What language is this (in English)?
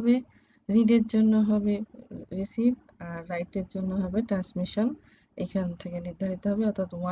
Bangla